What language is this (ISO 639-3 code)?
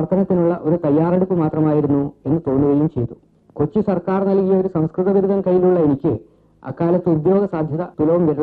mal